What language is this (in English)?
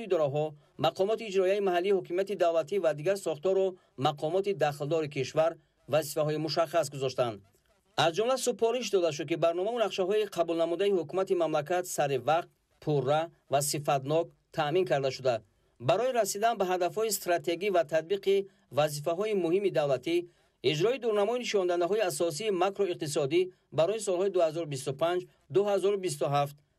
Tajik